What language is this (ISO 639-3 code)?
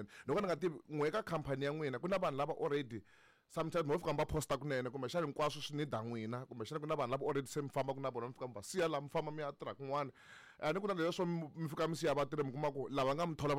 tso